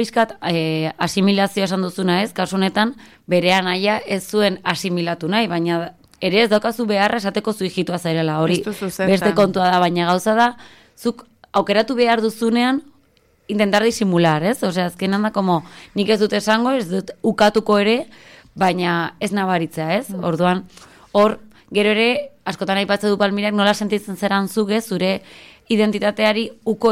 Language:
Basque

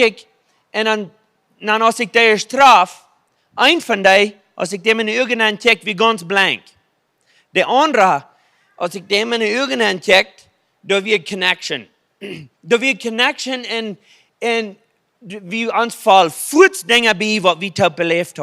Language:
Plautdietsch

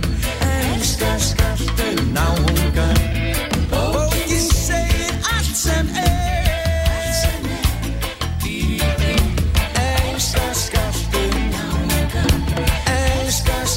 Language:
Icelandic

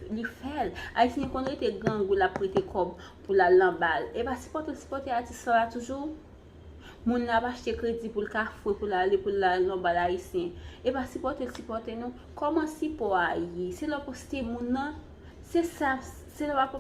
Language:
Haitian Creole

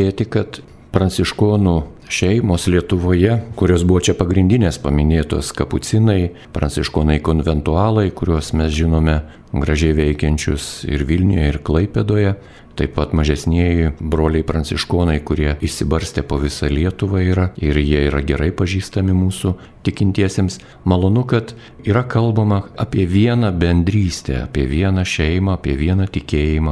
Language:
Lithuanian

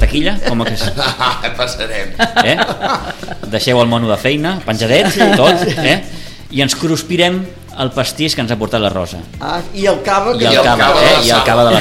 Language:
Catalan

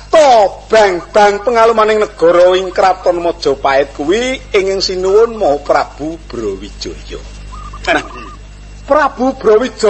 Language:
Javanese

